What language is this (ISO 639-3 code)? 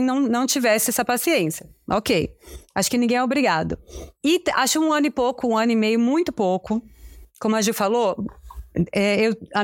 por